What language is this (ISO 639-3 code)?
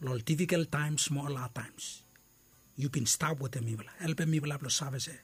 bis